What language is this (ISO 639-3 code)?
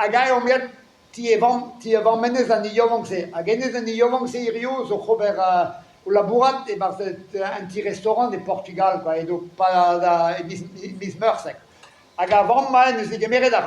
bre